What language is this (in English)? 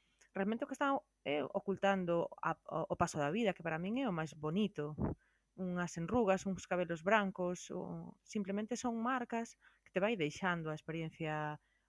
Galician